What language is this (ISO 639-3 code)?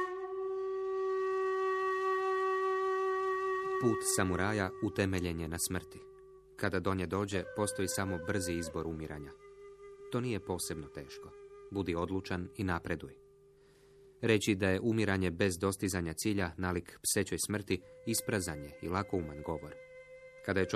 hrv